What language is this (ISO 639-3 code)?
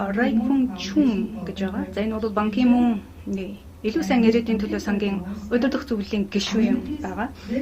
mon